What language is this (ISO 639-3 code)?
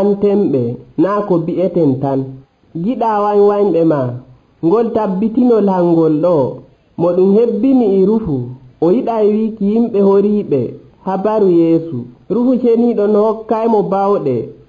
fuv